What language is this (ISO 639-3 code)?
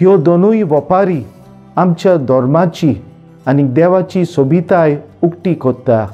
kok